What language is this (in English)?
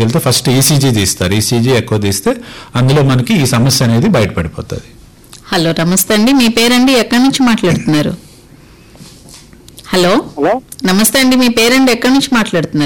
Telugu